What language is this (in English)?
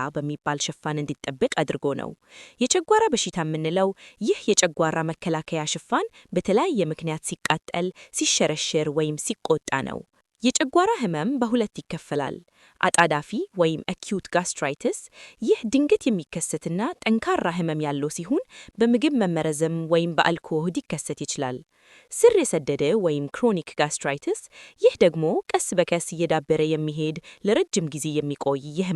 Amharic